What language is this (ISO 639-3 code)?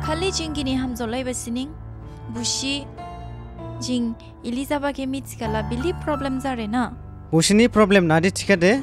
dis